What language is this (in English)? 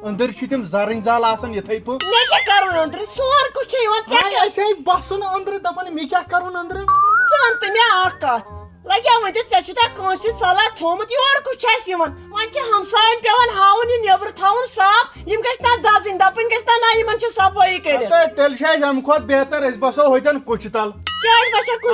Kashmiri